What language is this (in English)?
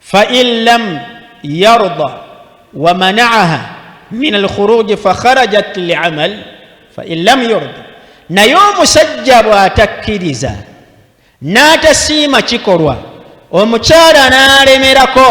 Ganda